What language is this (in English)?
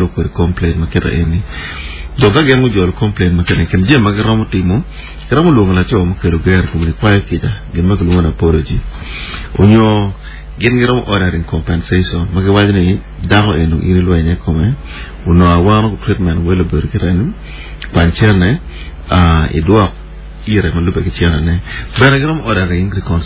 Acoli